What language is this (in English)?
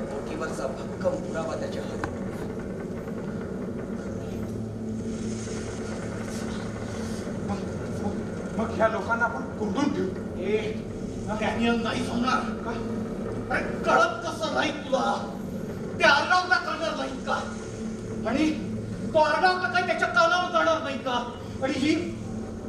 Marathi